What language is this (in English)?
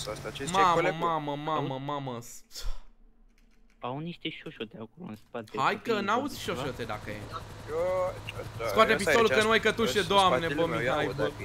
Romanian